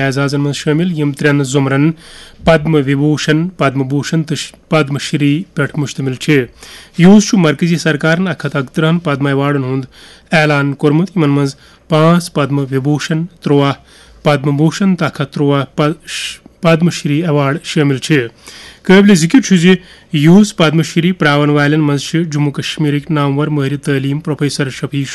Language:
Kashmiri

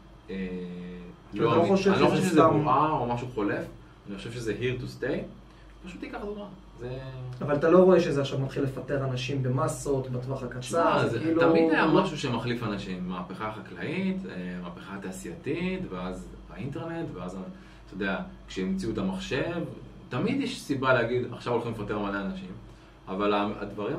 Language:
Hebrew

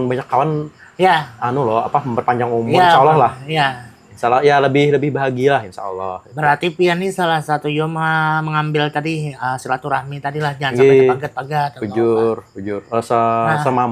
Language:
Banjar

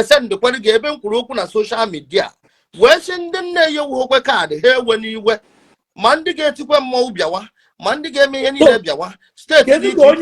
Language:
Igbo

